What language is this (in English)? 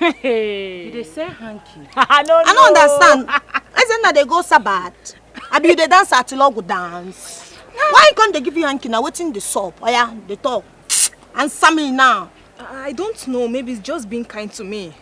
Nigerian Pidgin